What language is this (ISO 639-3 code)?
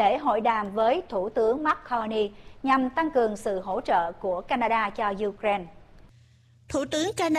vie